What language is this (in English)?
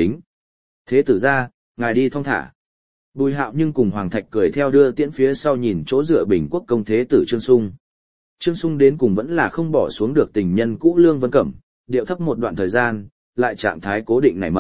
Vietnamese